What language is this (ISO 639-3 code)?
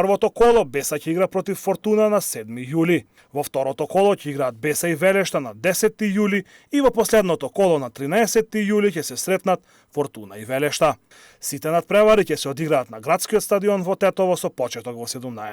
mkd